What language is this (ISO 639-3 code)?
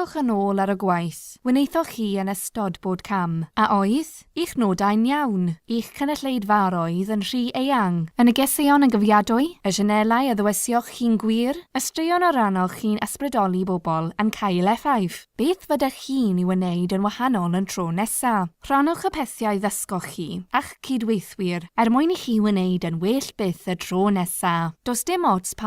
cym